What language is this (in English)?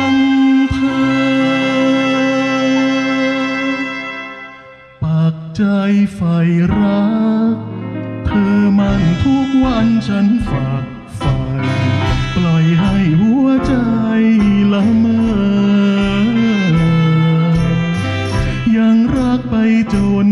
Thai